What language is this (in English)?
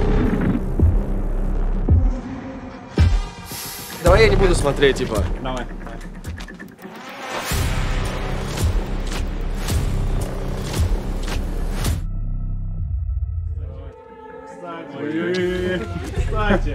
Russian